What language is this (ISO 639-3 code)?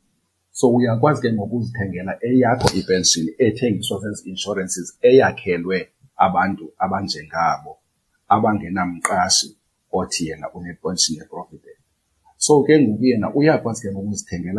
xho